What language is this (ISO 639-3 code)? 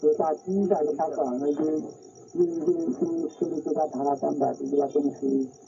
sot